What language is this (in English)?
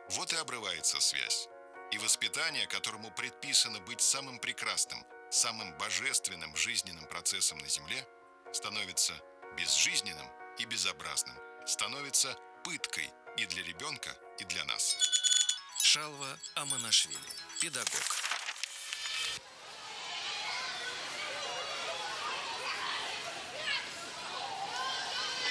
Russian